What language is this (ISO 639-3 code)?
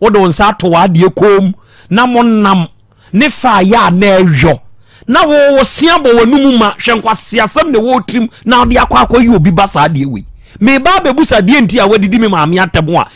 aka